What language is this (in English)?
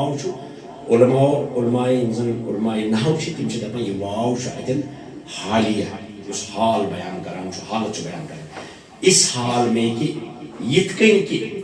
Kashmiri